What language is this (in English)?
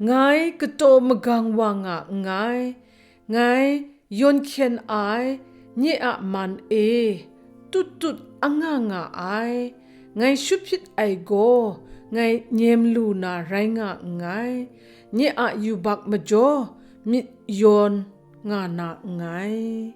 Kachin